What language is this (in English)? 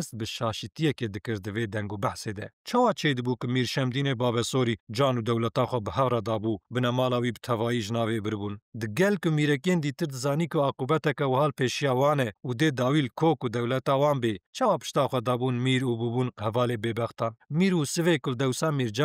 Kurdish